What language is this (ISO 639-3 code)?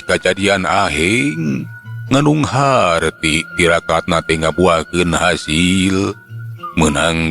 sun